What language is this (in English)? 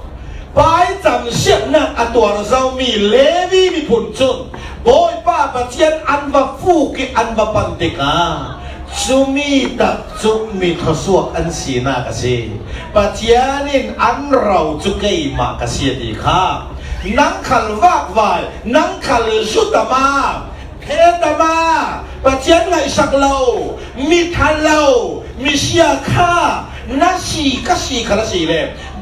Falam Chin